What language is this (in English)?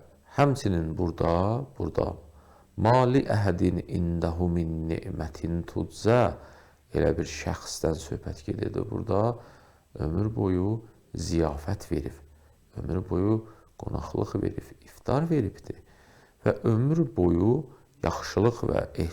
Azerbaijani